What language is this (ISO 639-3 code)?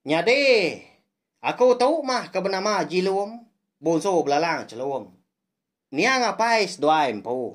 iba